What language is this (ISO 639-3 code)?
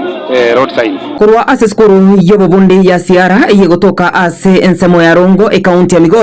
guz